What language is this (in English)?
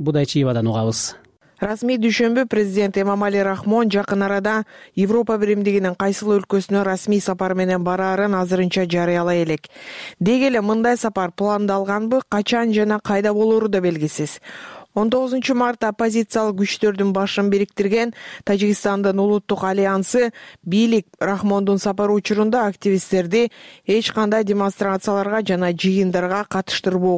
Kyrgyz